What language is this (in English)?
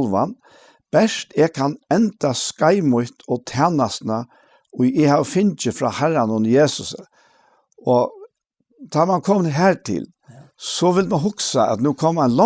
Faroese